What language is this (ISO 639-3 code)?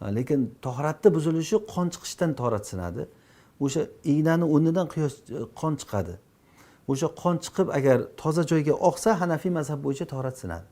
uzb